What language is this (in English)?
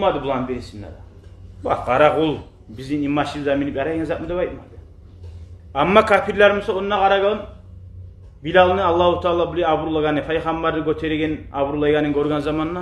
Kumyk